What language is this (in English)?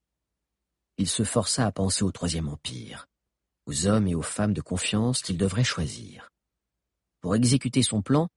French